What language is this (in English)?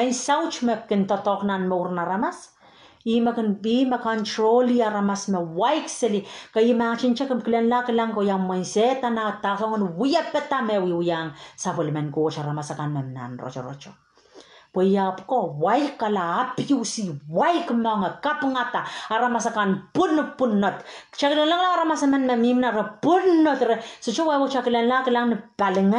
Pohnpeian